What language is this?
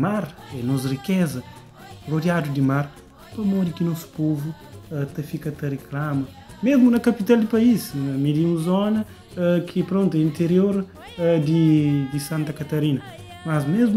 Kabuverdianu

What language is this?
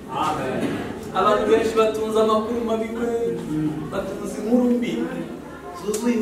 Kinyarwanda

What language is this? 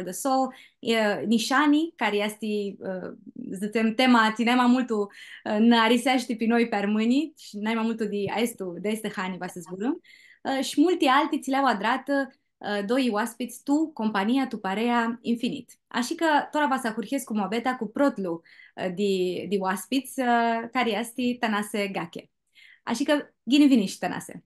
Aromanian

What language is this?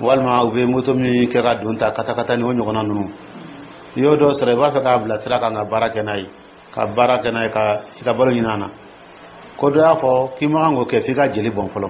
Dyula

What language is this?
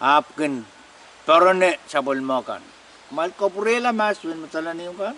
Pohnpeian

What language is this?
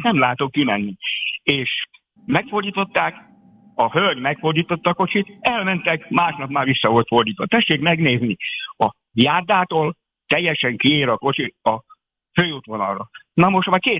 Hungarian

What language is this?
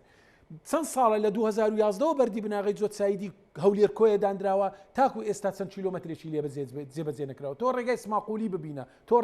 Central Kurdish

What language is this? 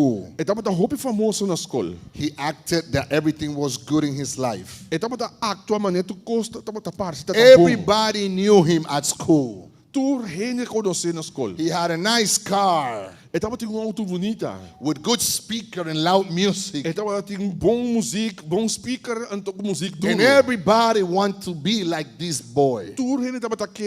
Papiamento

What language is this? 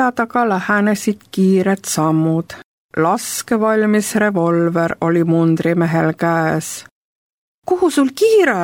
Estonian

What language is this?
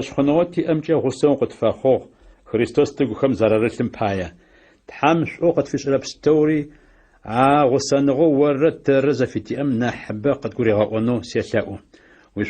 Adyghe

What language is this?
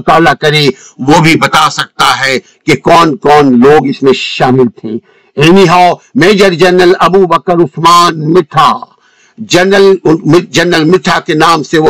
Urdu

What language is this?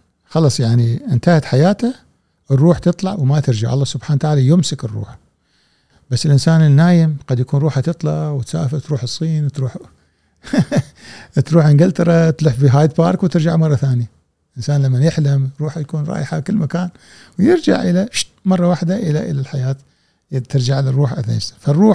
Gulf Arabic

